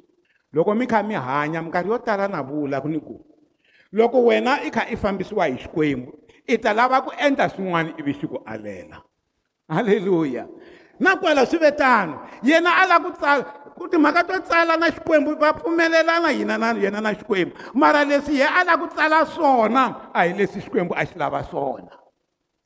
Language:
Tsonga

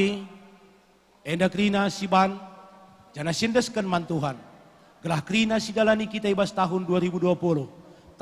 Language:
Batak Karo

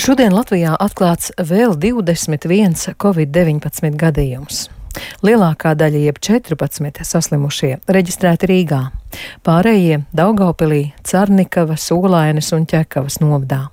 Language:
Latvian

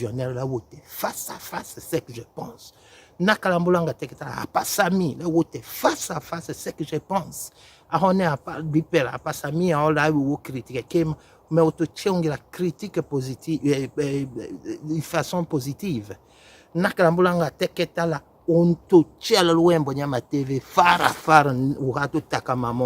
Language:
Tetela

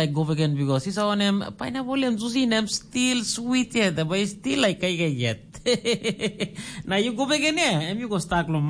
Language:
Tok Pisin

